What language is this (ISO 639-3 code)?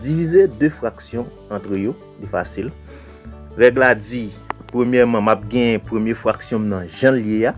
hat